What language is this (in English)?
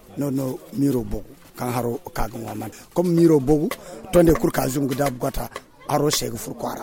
Zarma